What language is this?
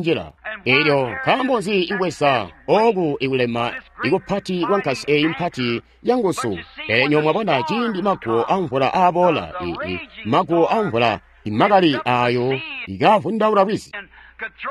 Tonga (Zambia)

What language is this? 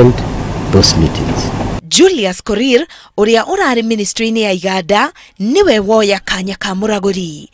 Kikuyu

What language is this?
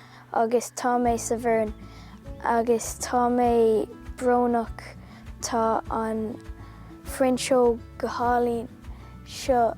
Irish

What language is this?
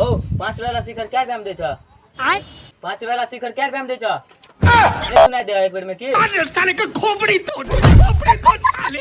Maithili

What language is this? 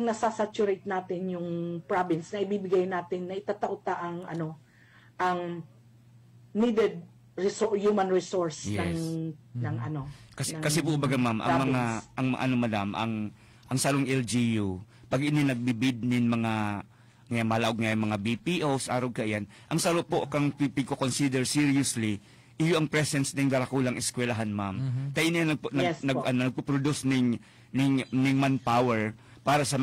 Bikol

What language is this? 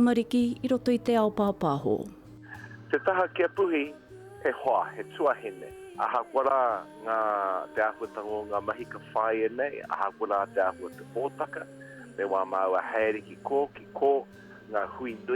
Māori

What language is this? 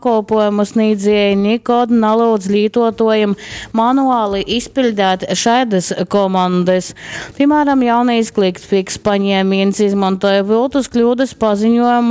Latgalian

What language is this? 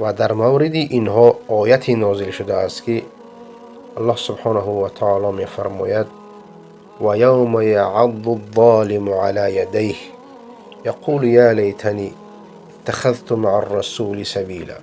Persian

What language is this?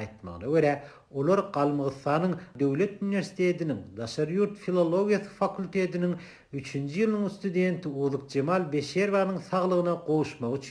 Turkmen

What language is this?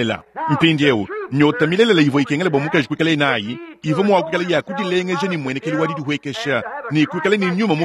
Luba-Lulua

